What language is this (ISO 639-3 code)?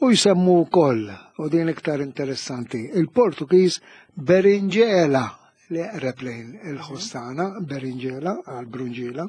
mlt